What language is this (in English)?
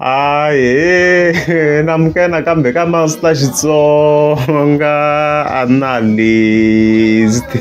Tsonga